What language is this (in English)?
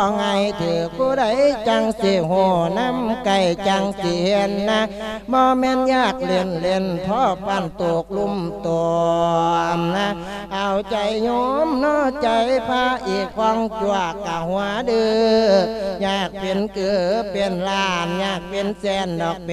Lao